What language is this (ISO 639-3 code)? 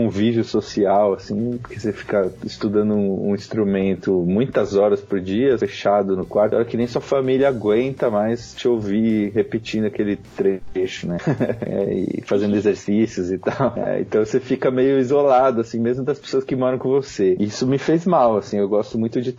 por